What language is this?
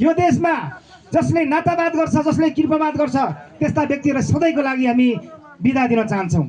Nepali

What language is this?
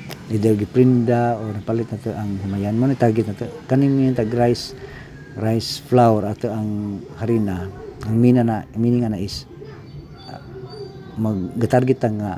Cebuano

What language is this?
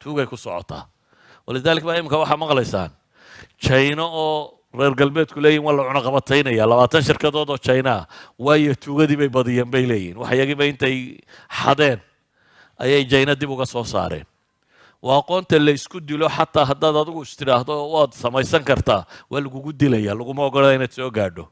Somali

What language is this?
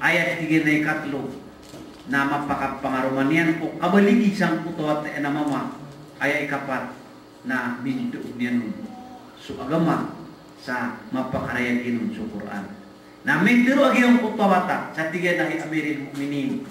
Maranao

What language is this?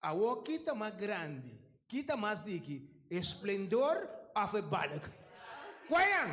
Papiamento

